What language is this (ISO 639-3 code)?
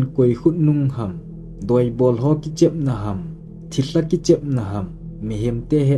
tcz